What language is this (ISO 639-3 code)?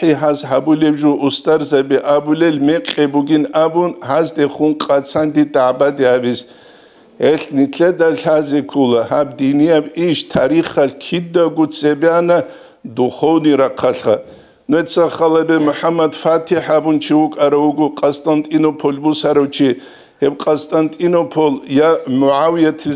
ava